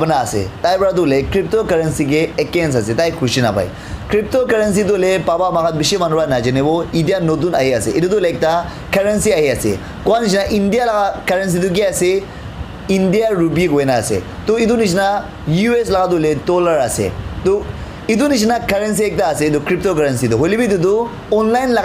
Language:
Naga Pidgin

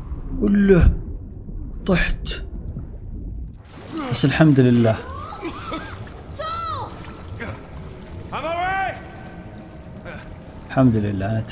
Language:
Arabic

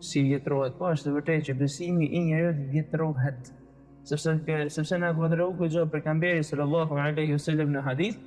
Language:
Albanian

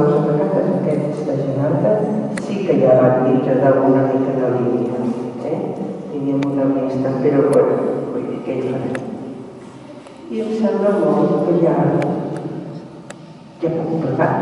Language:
Catalan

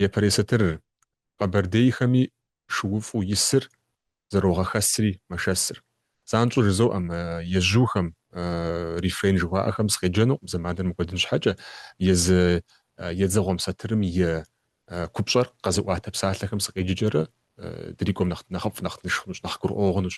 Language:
Kabardian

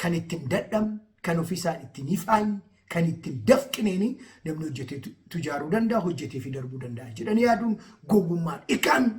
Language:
Oromo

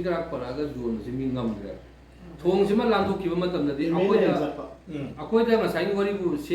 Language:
Manipuri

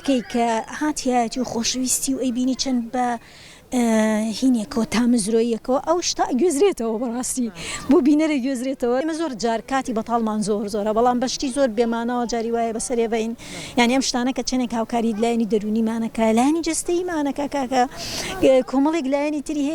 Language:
Central Kurdish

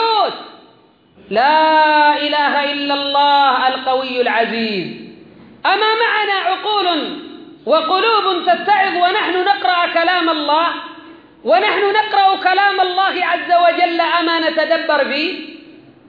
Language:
Arabic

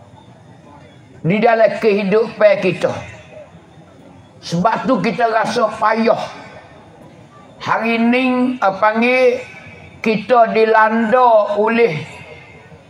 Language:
Pattani Malay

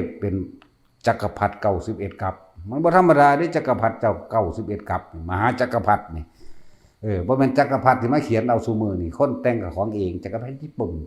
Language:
Northeastern Thai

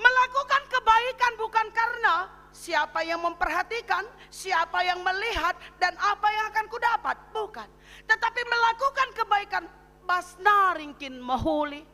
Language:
Batak Karo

